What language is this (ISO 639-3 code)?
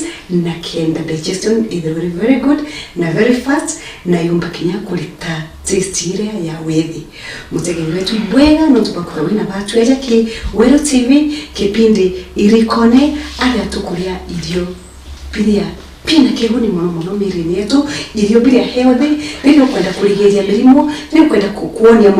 mer